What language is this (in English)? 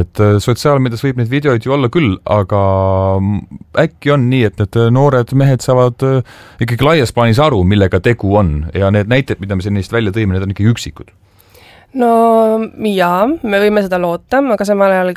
Estonian